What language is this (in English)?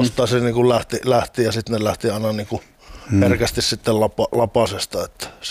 Finnish